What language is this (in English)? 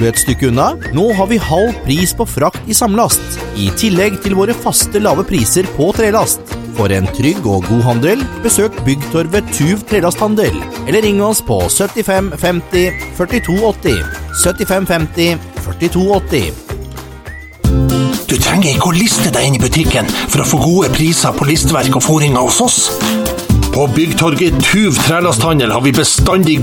Norwegian